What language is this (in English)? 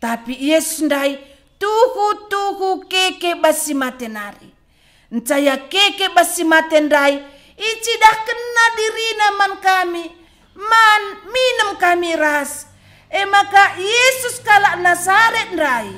Batak Karo